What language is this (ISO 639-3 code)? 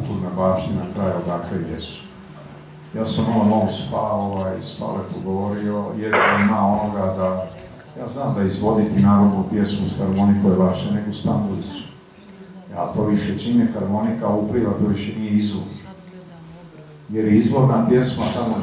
hrv